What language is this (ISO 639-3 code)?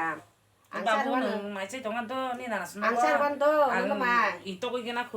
trp